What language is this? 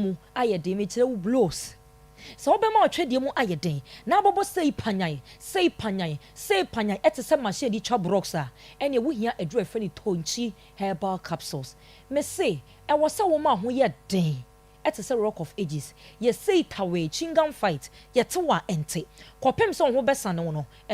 Akan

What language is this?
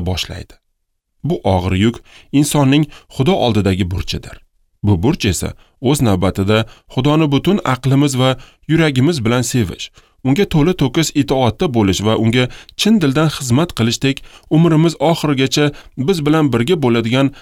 Uzbek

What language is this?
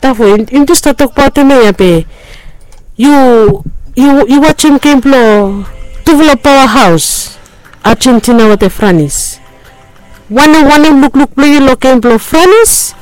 Bislama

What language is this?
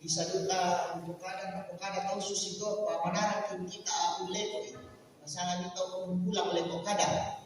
Toraja-Sa'dan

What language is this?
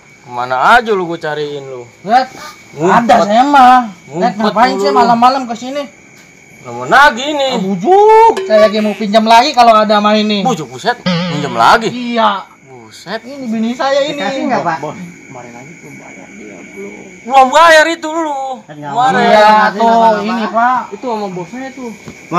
Betawi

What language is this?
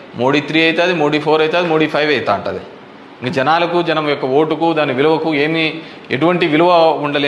Telugu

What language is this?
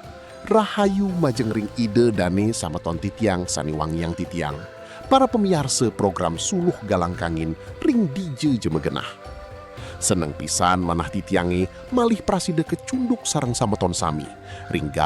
Balinese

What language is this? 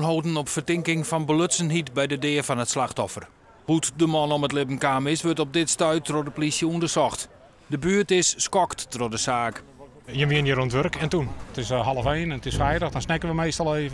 Western Frisian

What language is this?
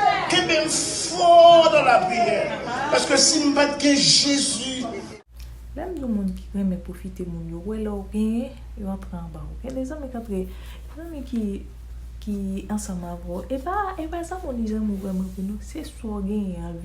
Haitian Creole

